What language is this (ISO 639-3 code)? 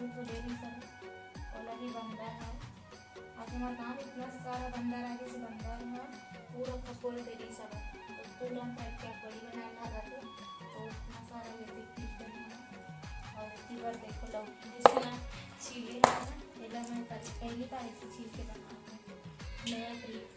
hne